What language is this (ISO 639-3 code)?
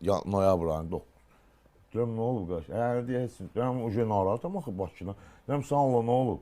aze